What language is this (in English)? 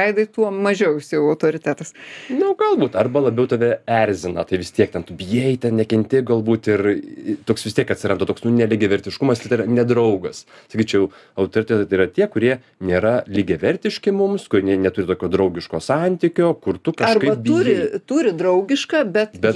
Lithuanian